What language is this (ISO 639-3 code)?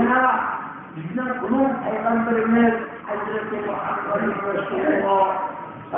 uig